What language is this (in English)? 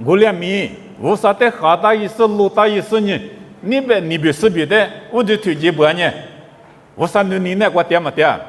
Lisu